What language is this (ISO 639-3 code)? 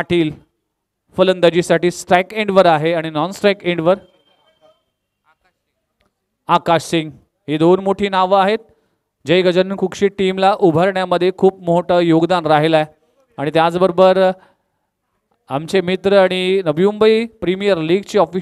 mar